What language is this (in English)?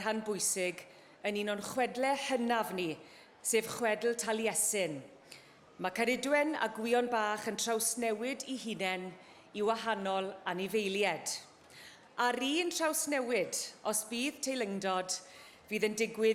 Welsh